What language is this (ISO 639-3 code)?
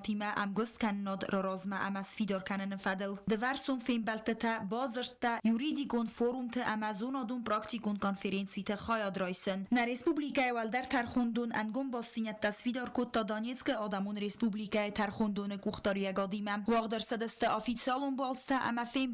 oss